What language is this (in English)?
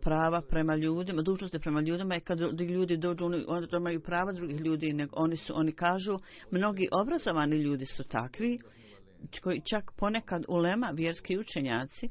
Bosnian